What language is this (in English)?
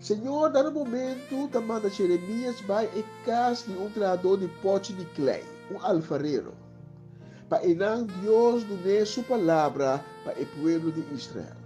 Papiamento